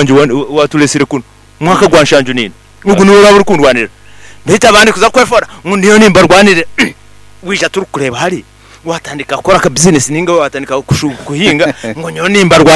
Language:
Nyankole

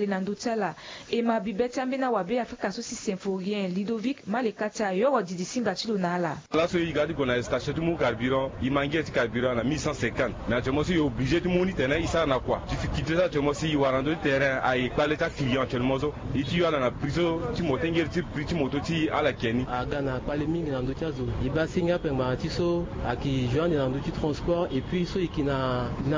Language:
Sango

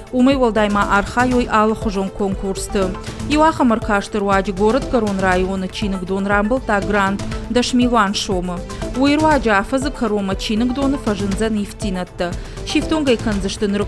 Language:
Ossetic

